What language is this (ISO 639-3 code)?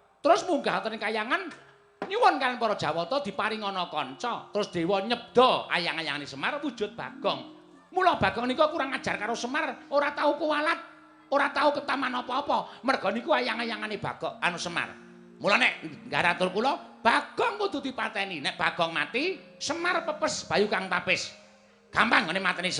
jav